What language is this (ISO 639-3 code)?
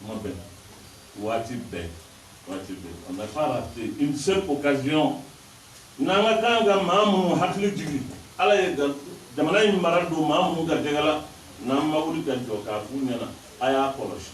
bam